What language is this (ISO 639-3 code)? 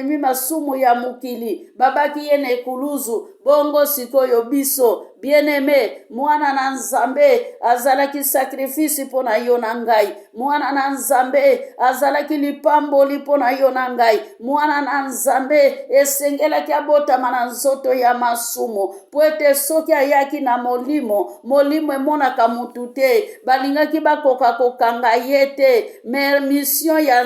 lin